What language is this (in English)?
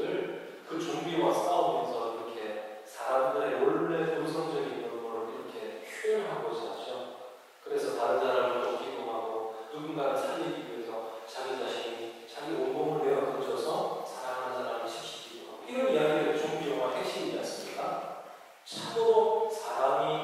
Korean